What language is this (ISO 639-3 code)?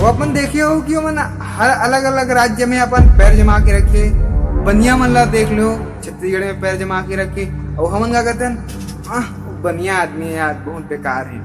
hne